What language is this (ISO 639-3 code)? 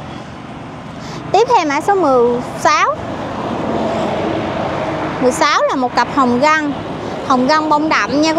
vie